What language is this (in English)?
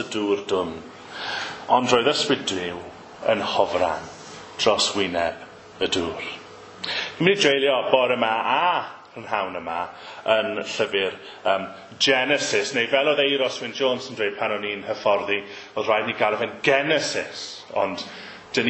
Welsh